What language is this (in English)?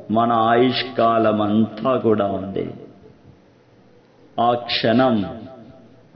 Telugu